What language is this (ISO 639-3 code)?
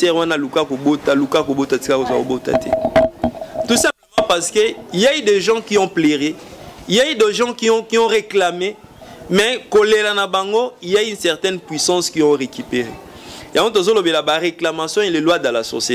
lin